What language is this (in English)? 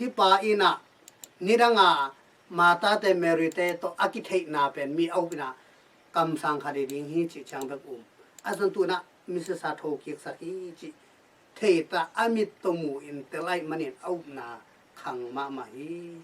Tedim Chin